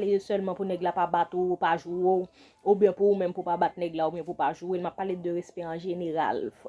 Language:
Haitian Creole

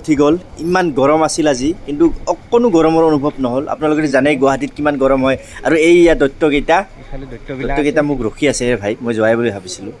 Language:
Assamese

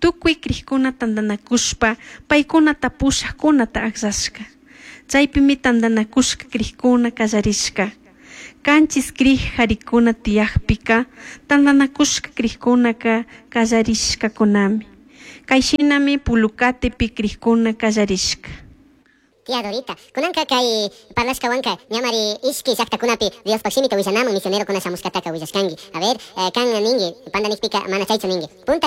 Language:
Chimborazo Highland Quichua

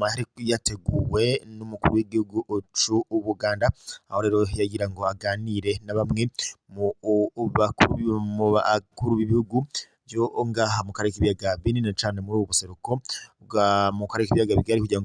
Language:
Rundi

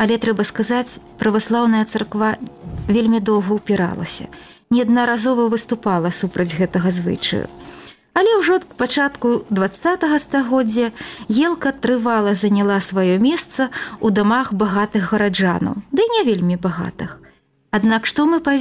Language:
Belarusian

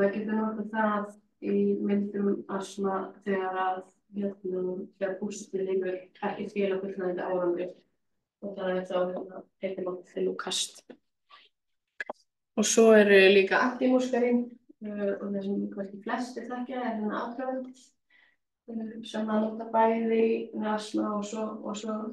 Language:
Icelandic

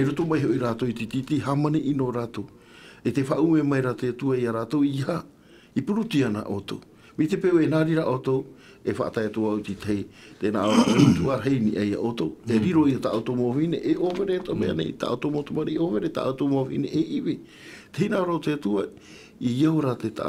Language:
Tahitian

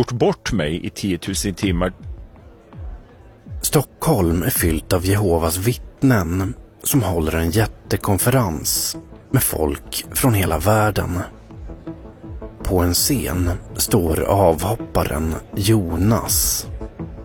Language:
Swedish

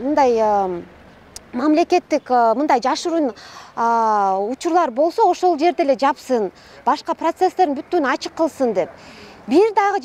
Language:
Kyrgyz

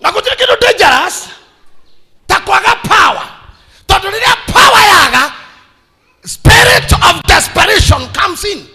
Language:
Kikuyu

